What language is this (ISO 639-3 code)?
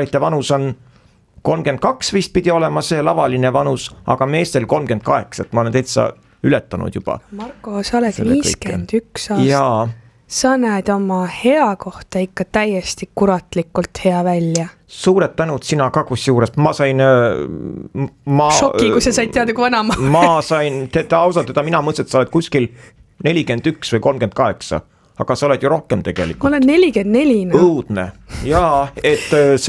est